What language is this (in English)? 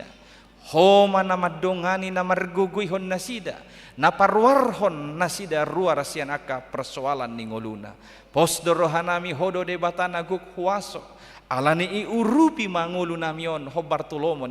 Batak Toba